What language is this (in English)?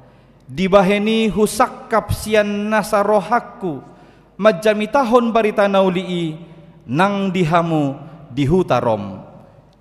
Batak Toba